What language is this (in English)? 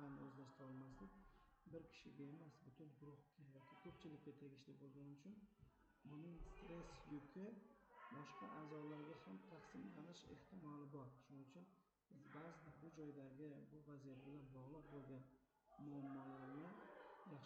Uzbek